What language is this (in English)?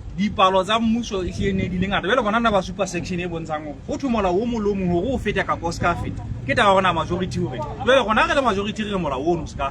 Southern Sotho